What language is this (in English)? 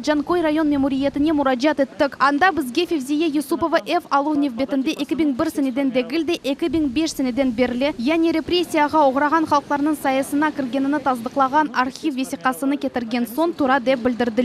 Crimean Tatar